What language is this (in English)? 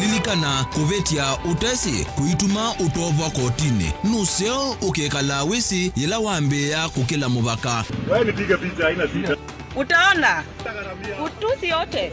Kamba